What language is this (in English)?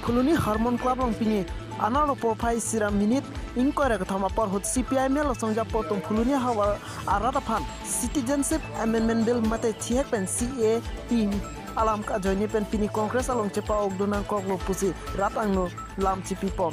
Karbi